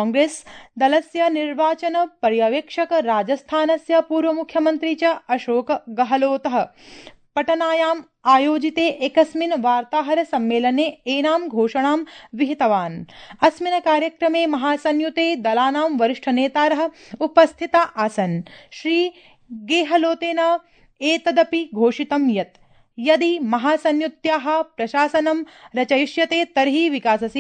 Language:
Sanskrit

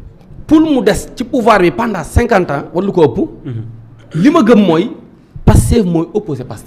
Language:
Wolof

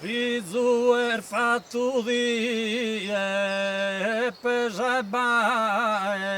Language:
Sardinian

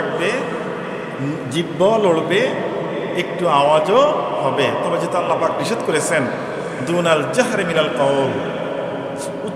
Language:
Bangla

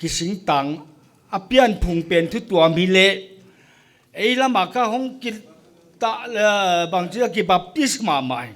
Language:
Paite Chin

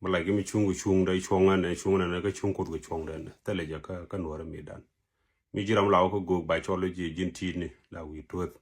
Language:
Nuer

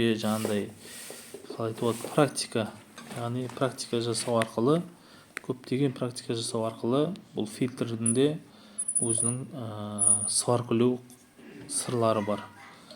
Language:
Kazakh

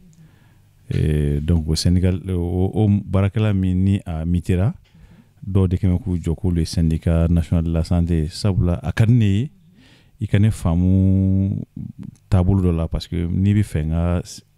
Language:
Bambara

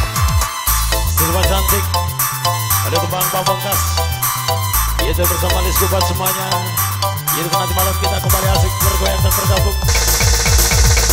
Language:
Indonesian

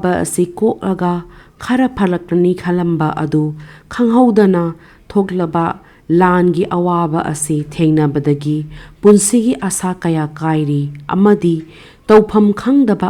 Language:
Manipuri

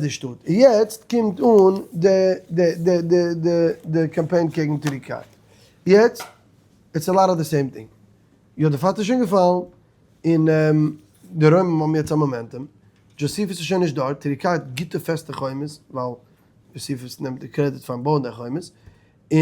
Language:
Yiddish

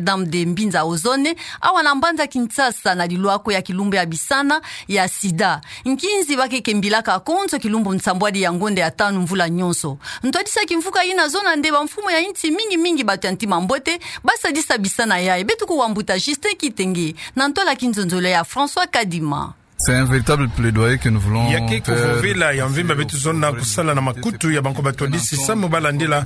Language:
Kituba (Democratic Republic of Congo)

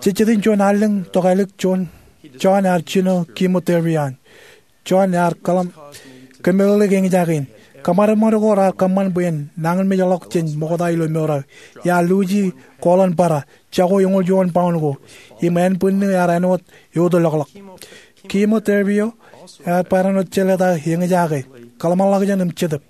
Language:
Marshallese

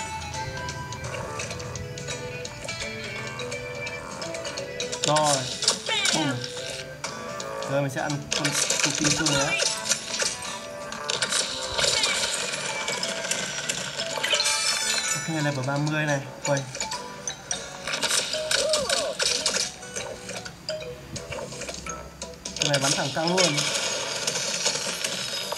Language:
Vietnamese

